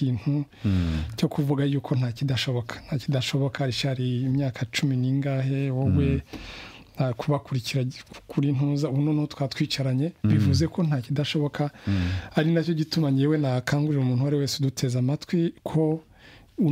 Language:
Kinyarwanda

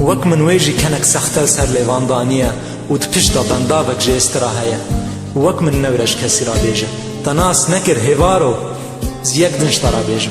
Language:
Kurdish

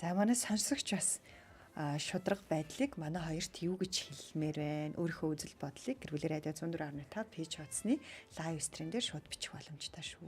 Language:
Mongolian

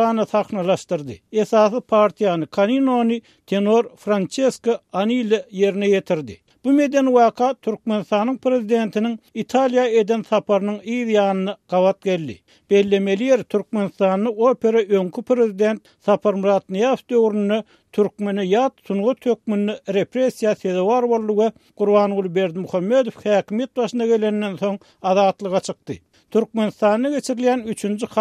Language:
Turkmen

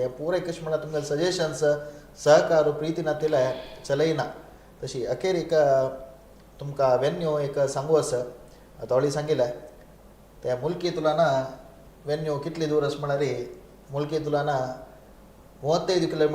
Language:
Konkani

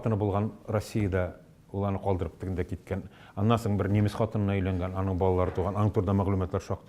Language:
Tatar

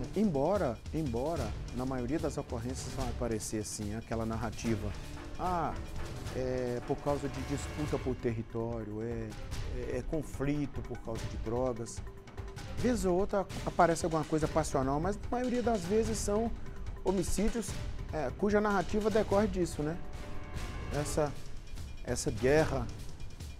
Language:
Portuguese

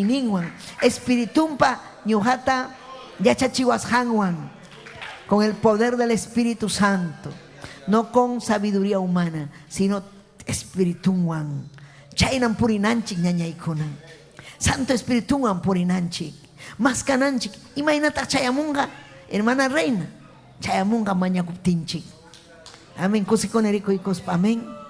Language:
Ayacucho Quechua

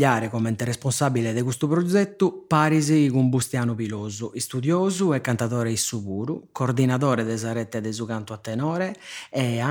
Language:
Sardinian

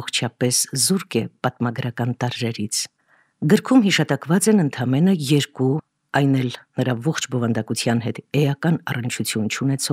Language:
Armenian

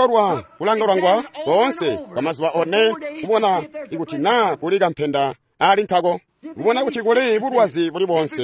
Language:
Tonga (Zambia)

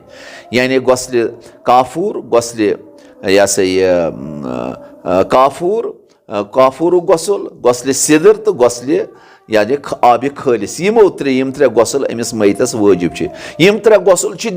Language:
Kashmiri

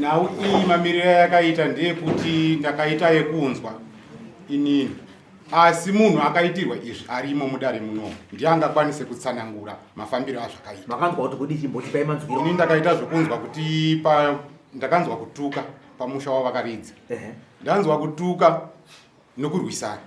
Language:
Shona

